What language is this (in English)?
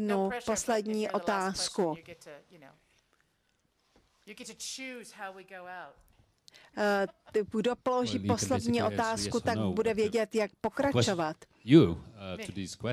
Czech